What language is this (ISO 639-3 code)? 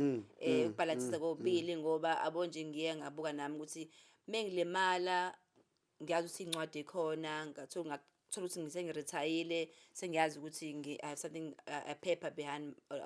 zul